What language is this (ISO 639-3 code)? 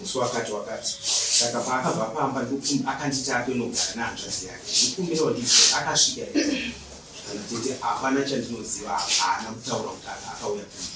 sna